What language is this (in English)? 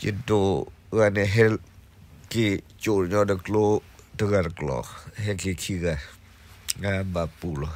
S'gaw Karen